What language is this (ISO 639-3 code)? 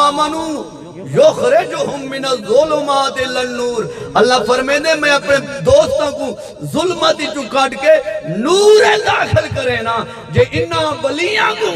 skr